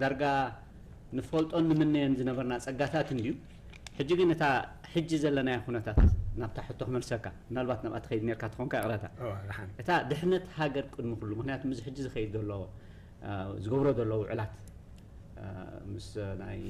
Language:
Tigrinya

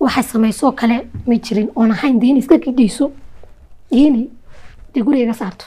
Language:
Somali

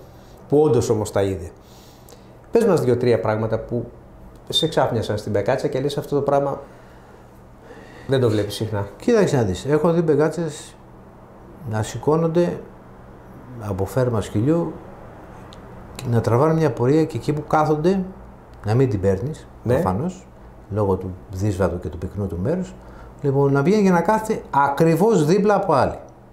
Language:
Greek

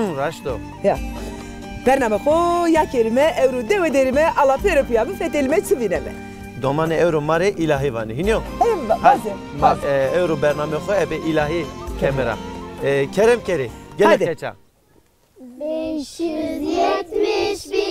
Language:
Zaza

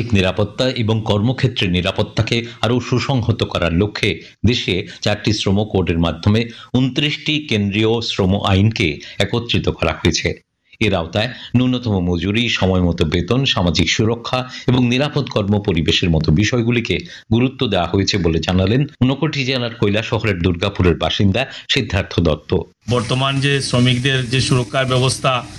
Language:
Bangla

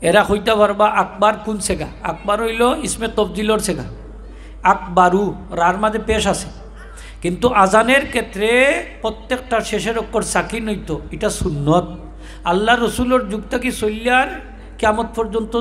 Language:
Sylheti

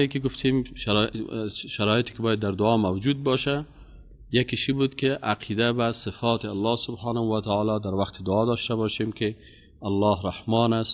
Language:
Persian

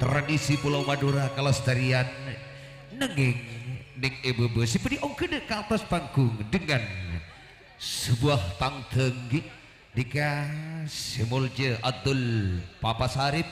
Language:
Madurese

